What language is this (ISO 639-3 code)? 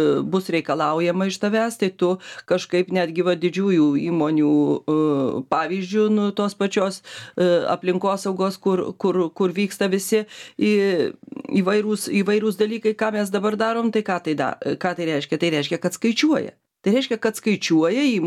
lit